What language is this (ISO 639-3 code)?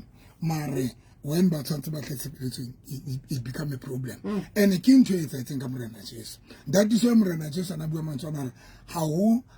sot